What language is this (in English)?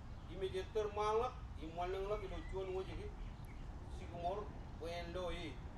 Marshallese